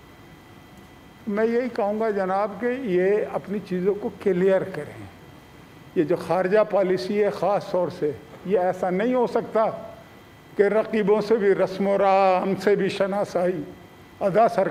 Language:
Urdu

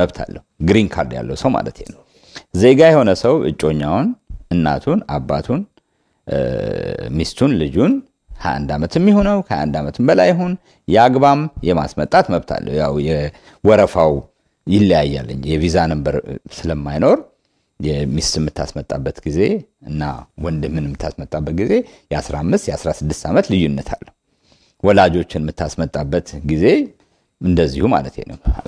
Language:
Amharic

